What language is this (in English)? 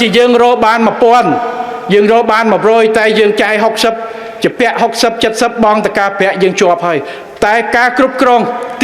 Khmer